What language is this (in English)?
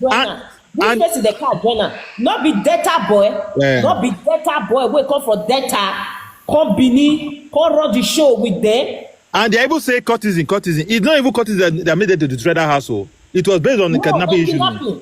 Nigerian Pidgin